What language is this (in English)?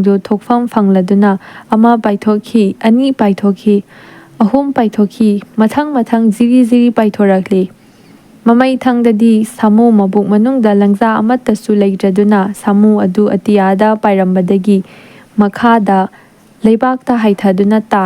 Manipuri